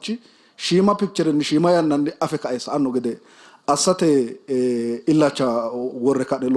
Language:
Sidamo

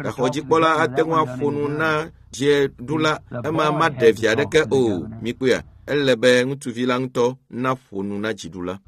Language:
Ewe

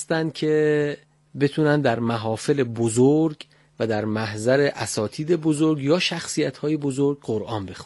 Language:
Persian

